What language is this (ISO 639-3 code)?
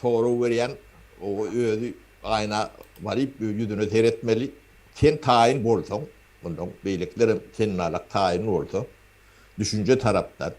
tuk